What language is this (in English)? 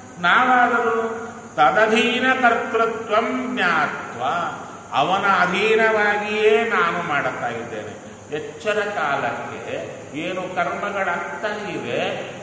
Kannada